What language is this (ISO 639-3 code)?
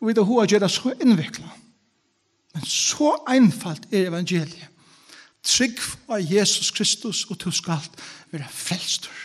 fao